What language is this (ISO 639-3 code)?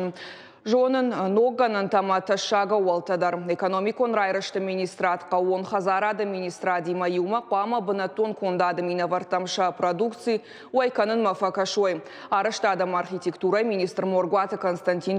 oss